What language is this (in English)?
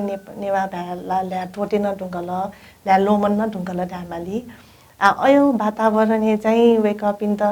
Newari